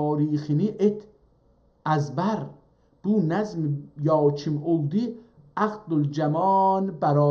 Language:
South Azerbaijani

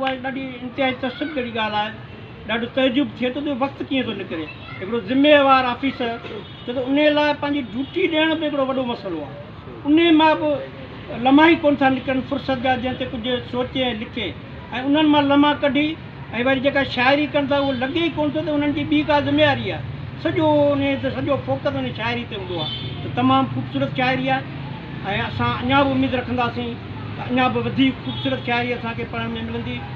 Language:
Sindhi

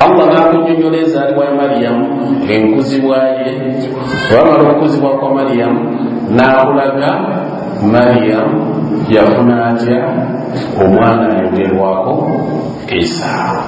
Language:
Ganda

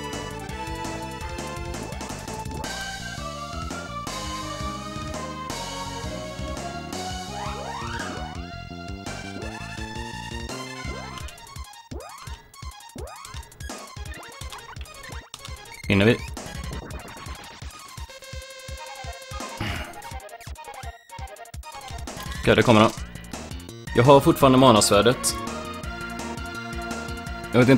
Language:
Swedish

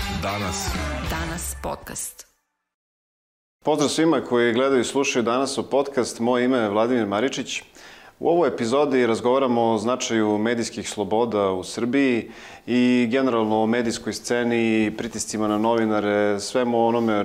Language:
Serbian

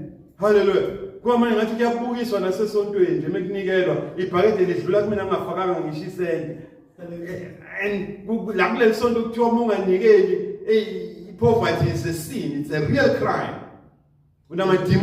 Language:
Zulu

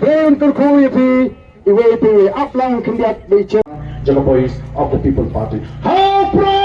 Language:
Khasi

